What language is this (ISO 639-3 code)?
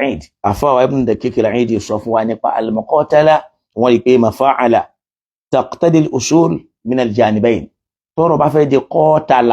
yor